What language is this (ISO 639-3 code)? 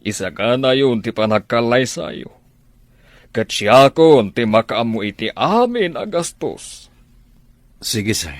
ilo